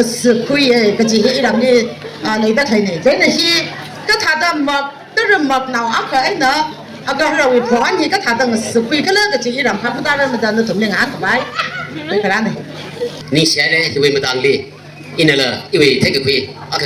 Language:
Tangkhul Naga (India)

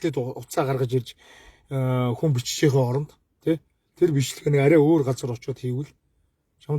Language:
Mongolian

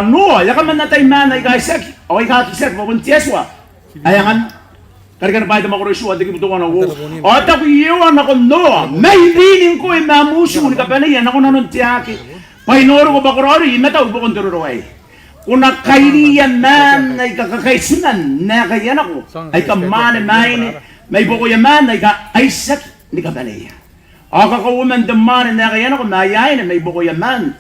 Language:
Gilbertese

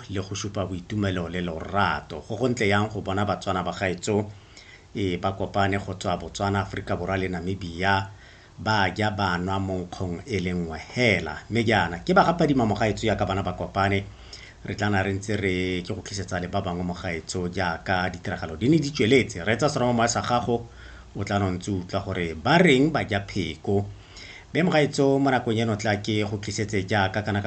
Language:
Tswana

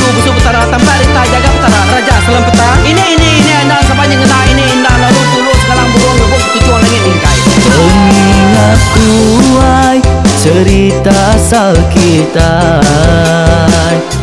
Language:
Iban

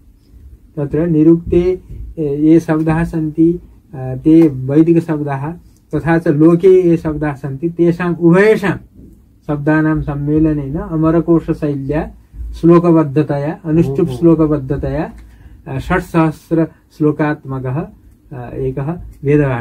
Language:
Sanskrit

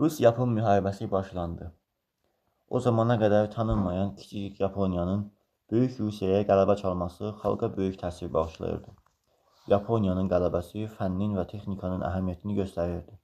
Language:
Azerbaijani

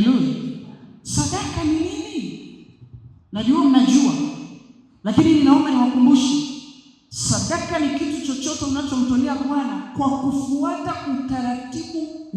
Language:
Swahili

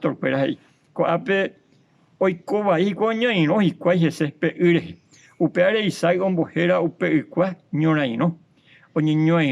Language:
Guarani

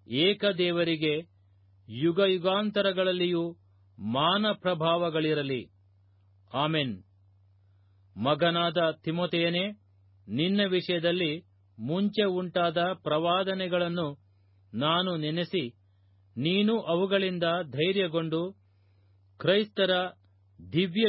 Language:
Kannada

